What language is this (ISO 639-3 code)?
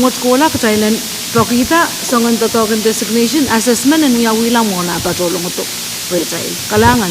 pon